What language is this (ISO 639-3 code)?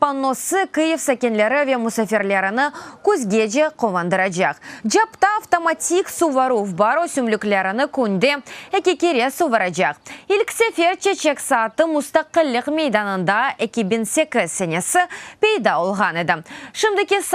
crh